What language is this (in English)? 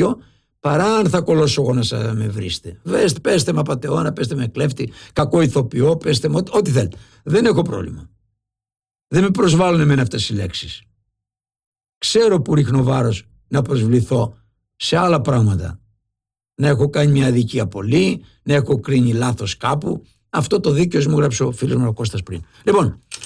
Greek